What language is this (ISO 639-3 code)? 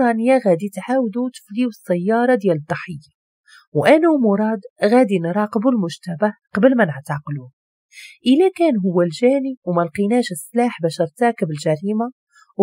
ary